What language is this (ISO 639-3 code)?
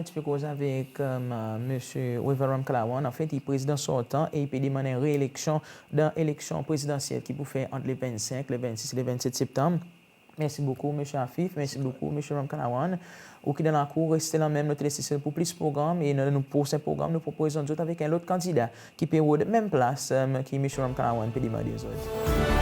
crs